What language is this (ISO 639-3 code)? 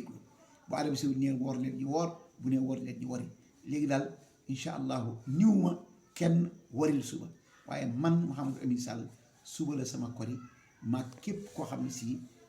wol